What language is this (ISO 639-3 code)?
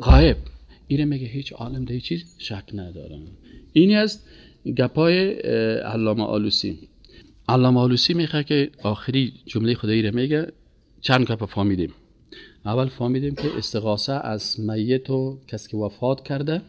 fas